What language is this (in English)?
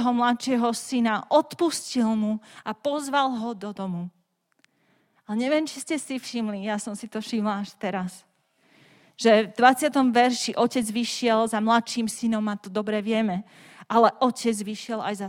Slovak